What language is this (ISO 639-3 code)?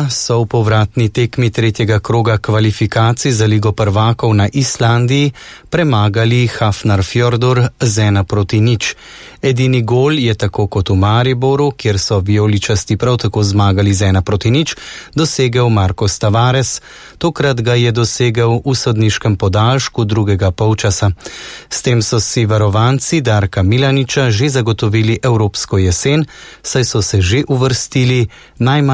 slv